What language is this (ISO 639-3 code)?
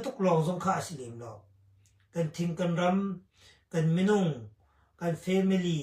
cnh